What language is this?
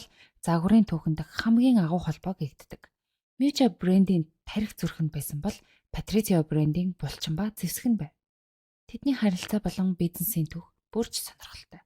Mongolian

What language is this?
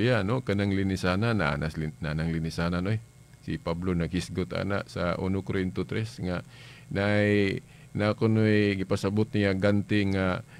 Cebuano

